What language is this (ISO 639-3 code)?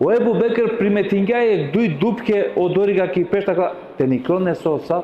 rmn